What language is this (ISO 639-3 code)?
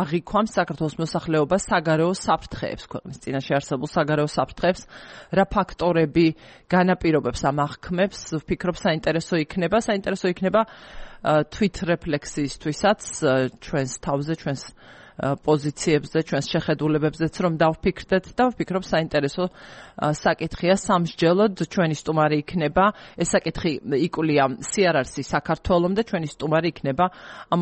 kat